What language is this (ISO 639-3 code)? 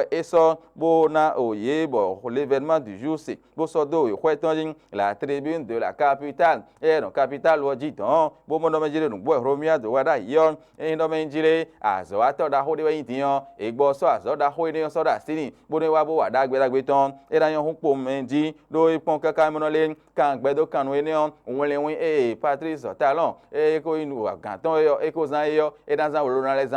fon